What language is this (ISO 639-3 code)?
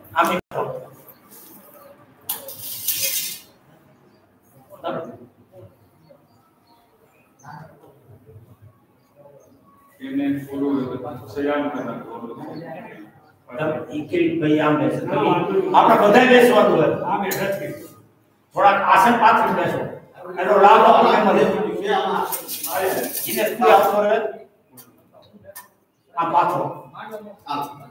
guj